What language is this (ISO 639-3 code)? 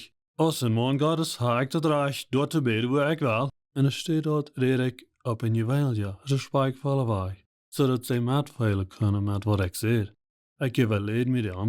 pdt